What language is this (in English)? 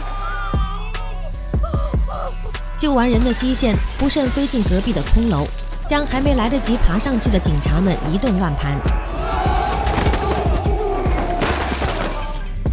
Chinese